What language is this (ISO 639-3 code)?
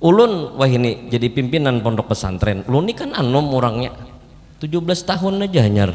bjn